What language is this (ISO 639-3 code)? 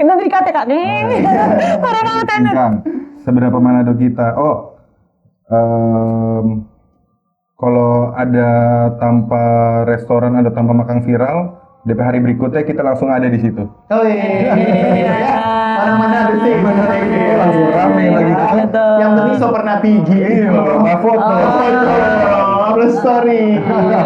xmm